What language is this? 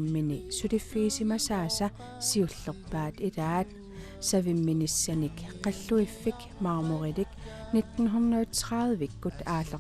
Kalaallisut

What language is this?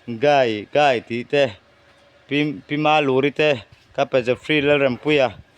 Mizo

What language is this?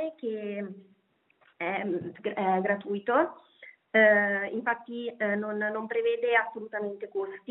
Italian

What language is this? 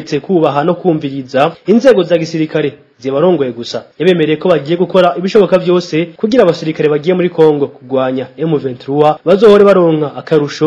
Rundi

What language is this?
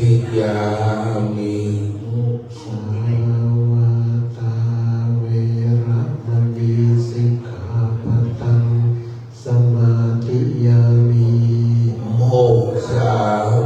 Pali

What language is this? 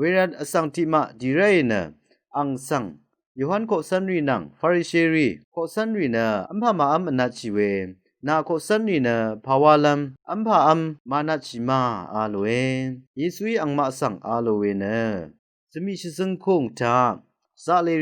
Rawang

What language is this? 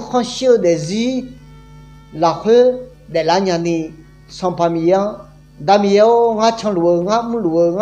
Akha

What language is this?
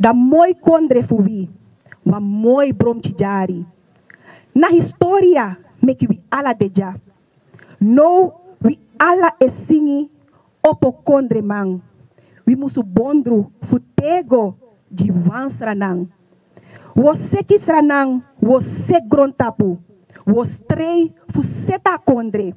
Sranan Tongo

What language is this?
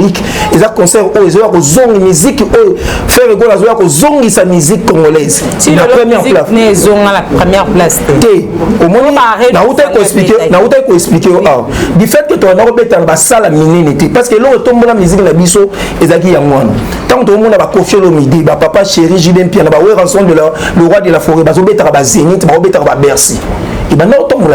Lingala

